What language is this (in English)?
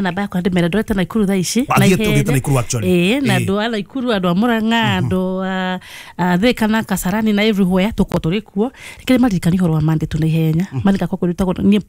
Kikuyu